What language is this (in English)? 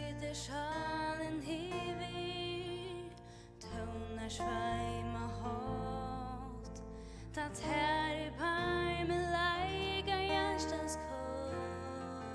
Faroese